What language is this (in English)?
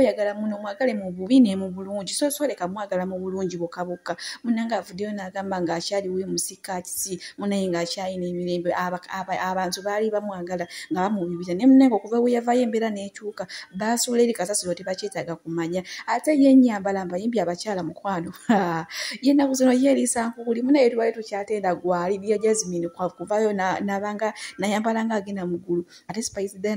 Ganda